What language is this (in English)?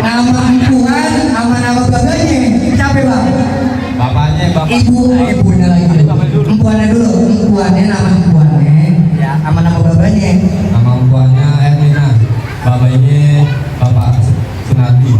Betawi